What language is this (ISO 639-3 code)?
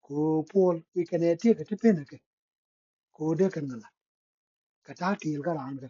nus